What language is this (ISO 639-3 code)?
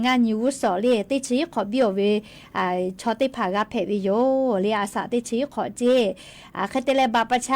lhu